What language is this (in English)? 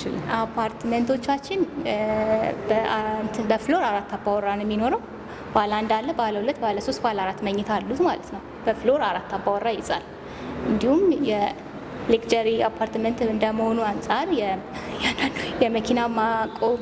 Amharic